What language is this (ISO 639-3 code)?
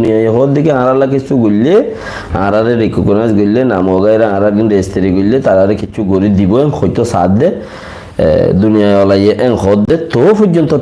rhg